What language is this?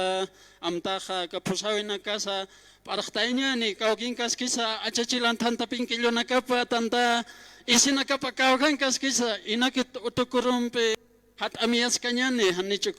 Aymara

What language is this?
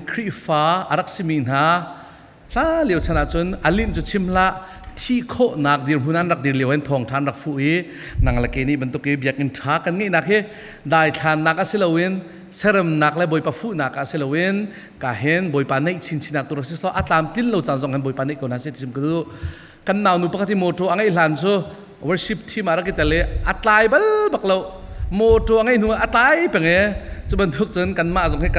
Falam Chin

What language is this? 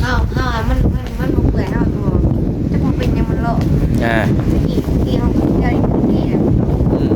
Northeastern Thai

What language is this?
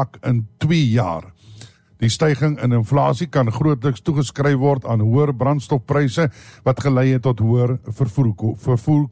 Afrikaans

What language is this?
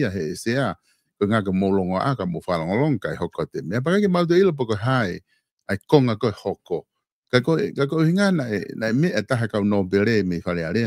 Tongan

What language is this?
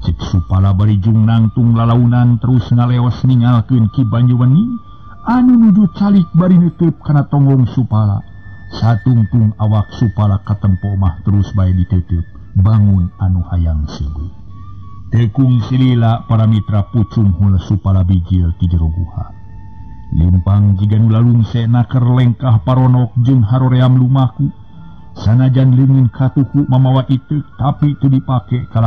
Sundanese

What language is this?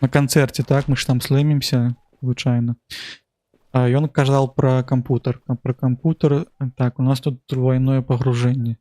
Belarusian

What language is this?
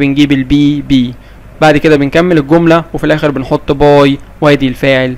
Egyptian Arabic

